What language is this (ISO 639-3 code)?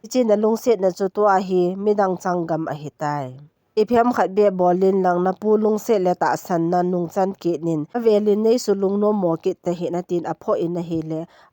tcz